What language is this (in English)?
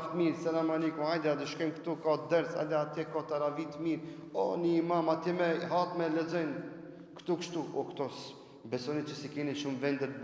Albanian